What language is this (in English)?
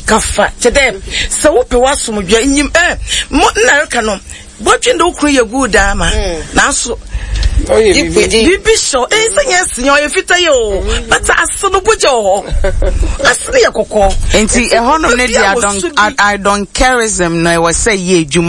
Akan